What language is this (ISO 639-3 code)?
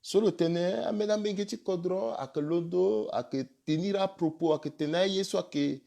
sag